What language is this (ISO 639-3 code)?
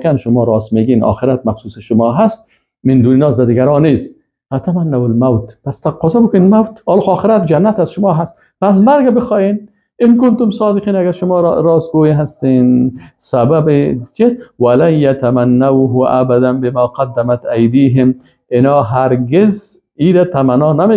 fas